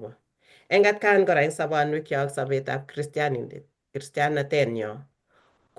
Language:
Kalenjin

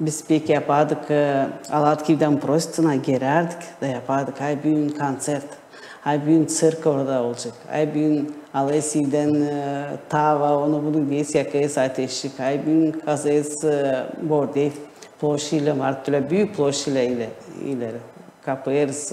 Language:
Gagauz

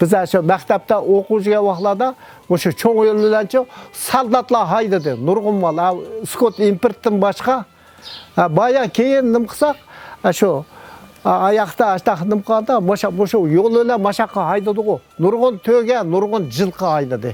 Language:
Uyghur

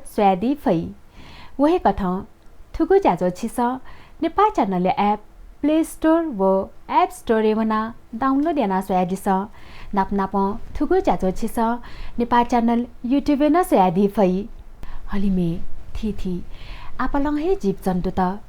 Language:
Newari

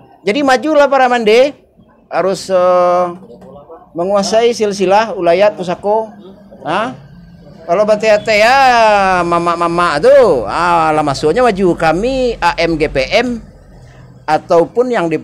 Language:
Minangkabau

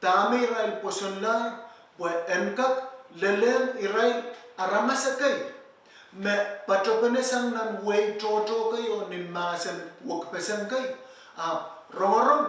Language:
Pohnpeian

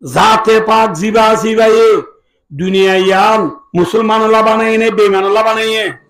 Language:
Rohingya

